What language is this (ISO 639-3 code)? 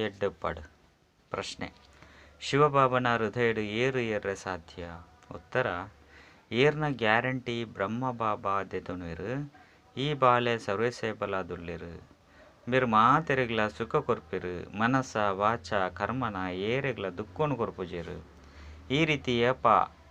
tcy